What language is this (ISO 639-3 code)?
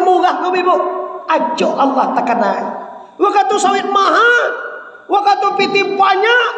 min